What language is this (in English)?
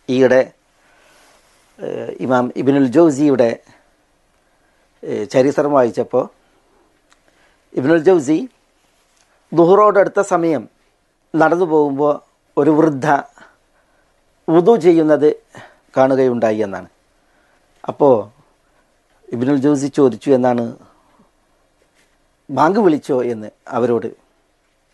Malayalam